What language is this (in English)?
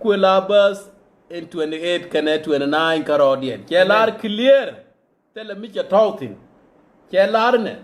Nuer